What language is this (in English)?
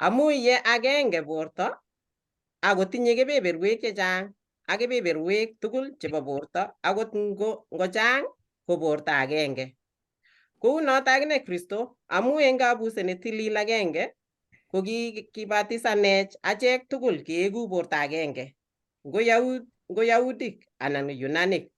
Kalenjin